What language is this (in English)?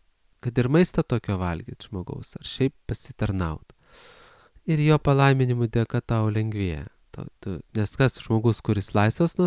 Lithuanian